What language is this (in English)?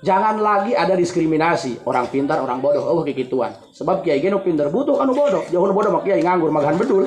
Sundanese